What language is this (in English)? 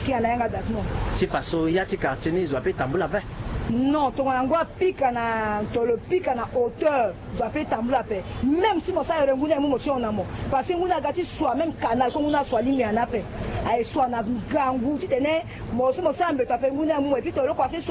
Sango